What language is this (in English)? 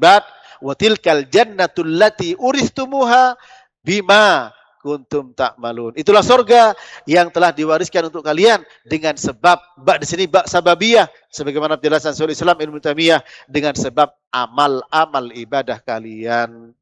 Indonesian